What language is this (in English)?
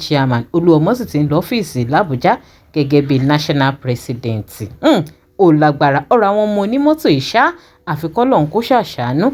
Yoruba